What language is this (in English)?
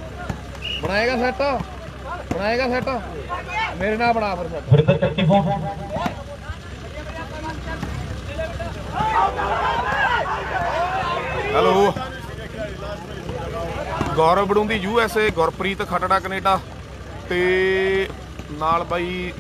Punjabi